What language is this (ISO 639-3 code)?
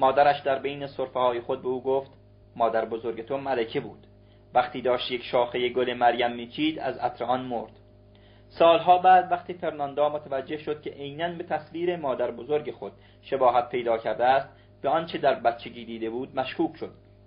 fas